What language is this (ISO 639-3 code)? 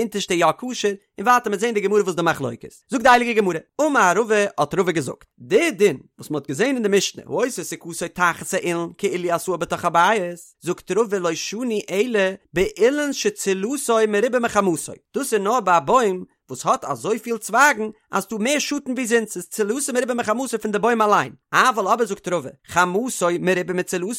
yid